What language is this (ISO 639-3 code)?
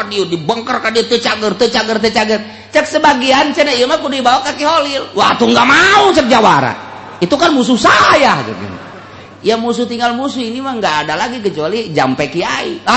sun